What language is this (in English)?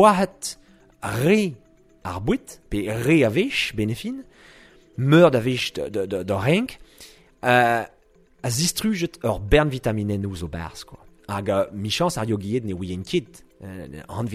Breton